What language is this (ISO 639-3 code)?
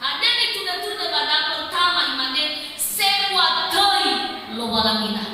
nia